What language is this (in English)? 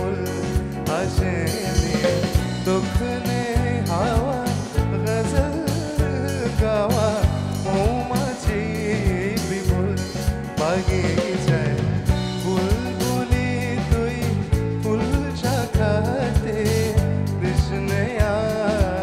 Bangla